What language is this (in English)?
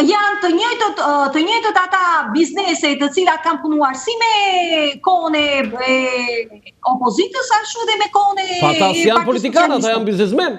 Albanian